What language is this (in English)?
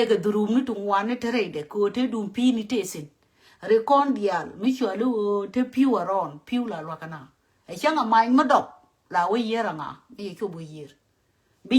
Nuer